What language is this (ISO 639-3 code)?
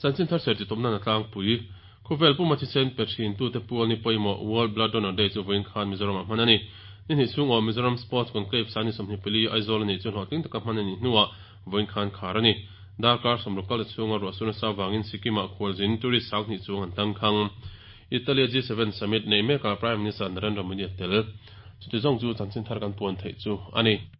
lus